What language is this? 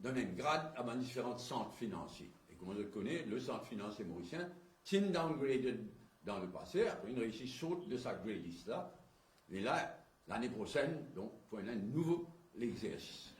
Morisyen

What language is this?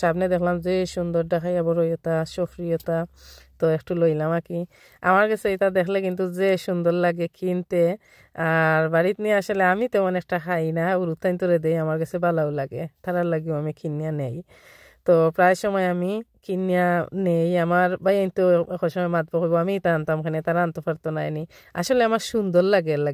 Sylheti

